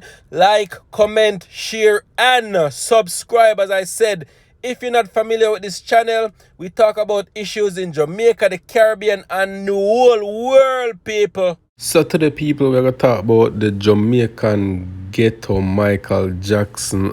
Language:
Jamaican Creole English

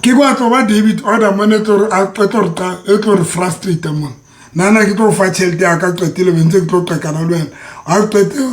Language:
Southern Sotho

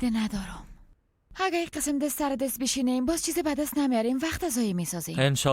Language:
Persian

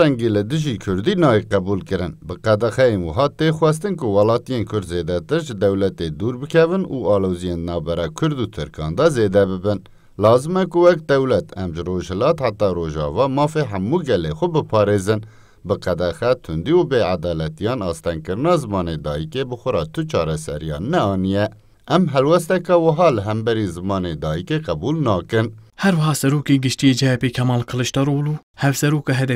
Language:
Kurdish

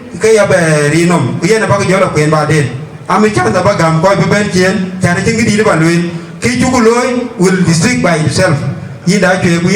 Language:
Dinka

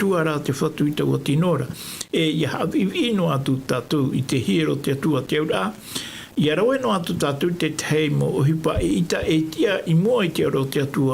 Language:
Tahitian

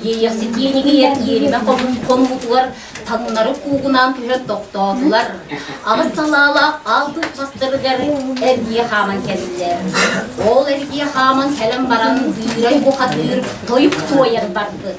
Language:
Yakut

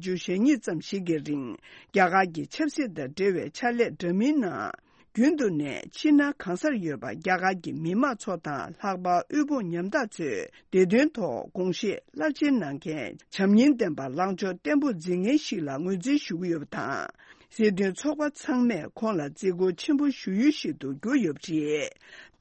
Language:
Tibetan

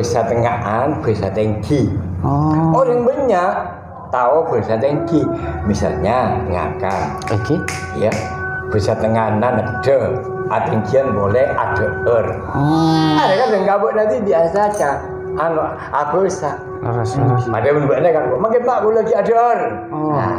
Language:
Madurese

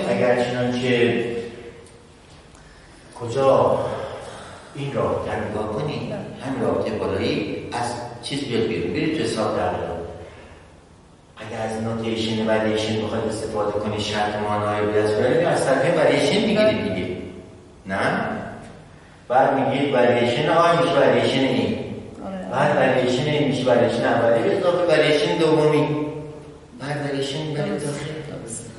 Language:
Persian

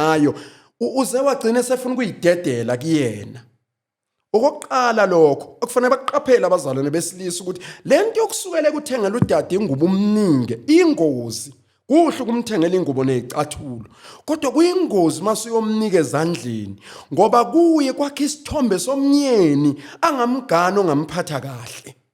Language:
Zulu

